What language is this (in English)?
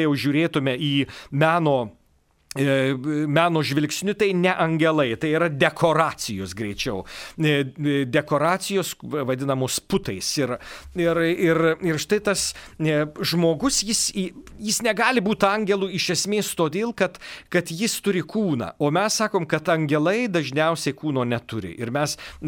Lithuanian